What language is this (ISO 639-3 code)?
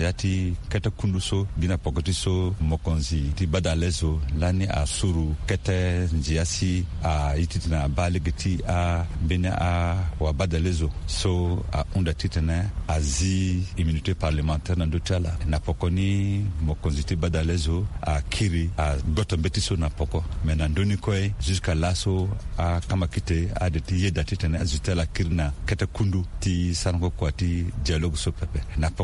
sag